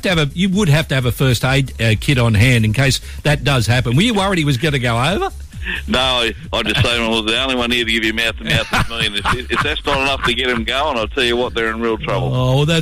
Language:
English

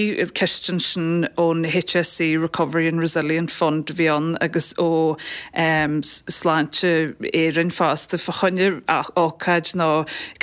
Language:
Irish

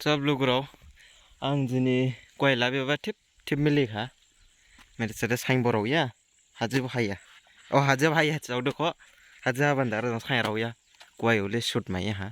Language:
Dimasa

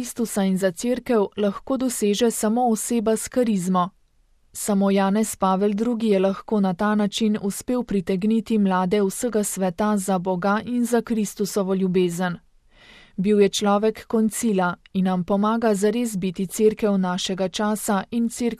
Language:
Slovenian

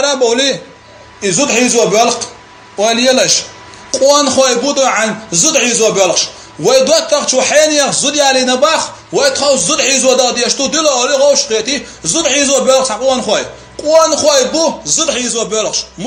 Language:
Chechen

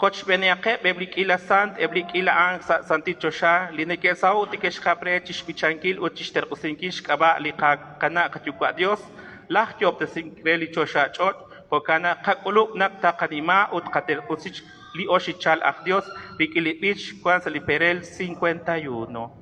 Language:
Kekchí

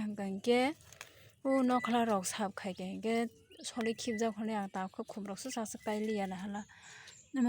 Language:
Kok Borok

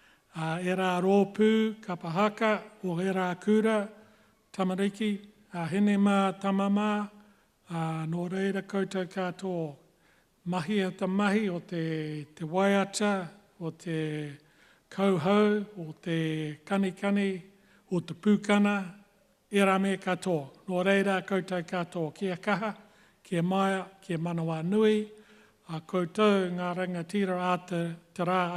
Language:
Māori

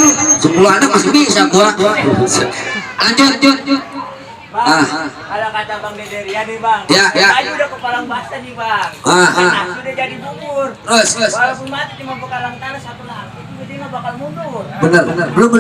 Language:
Betawi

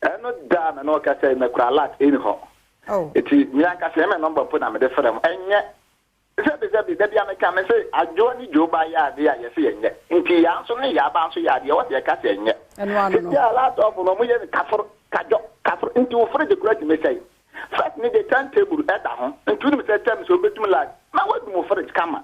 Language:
Akan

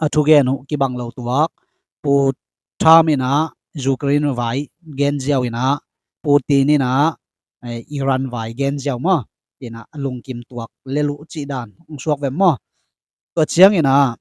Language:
Tedim Chin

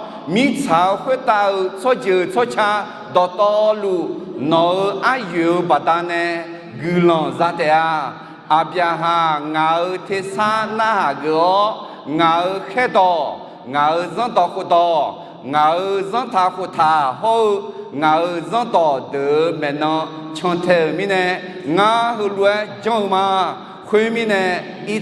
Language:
Akha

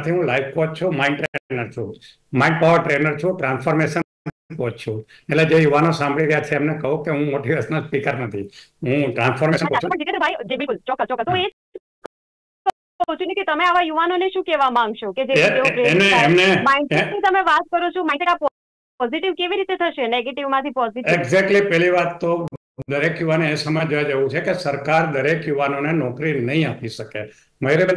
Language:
Gujarati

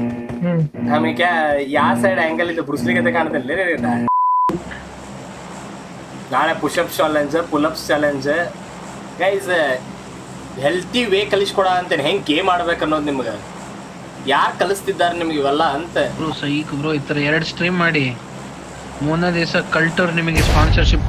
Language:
Kannada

